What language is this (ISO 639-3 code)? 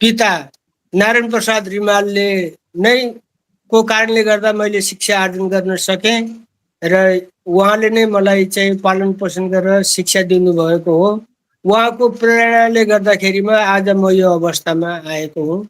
nep